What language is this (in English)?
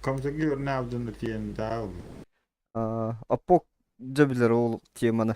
Yakut